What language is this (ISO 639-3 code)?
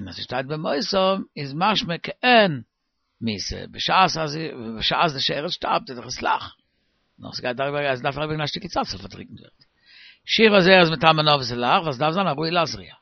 yid